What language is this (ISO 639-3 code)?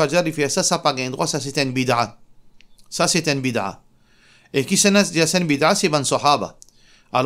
mfe